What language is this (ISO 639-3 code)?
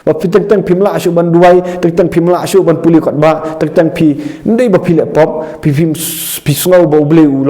kha